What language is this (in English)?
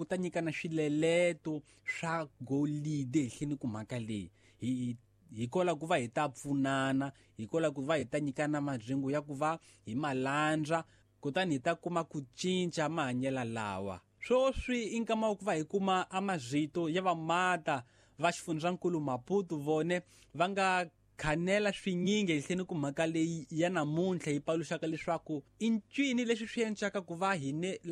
Tsonga